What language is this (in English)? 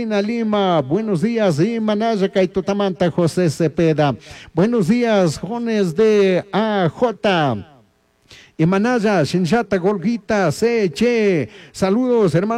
Chimborazo Highland Quichua